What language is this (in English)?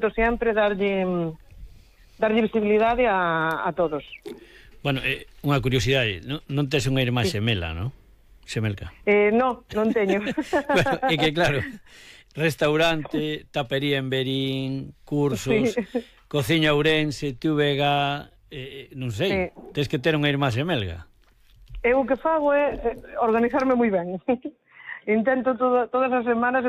Galician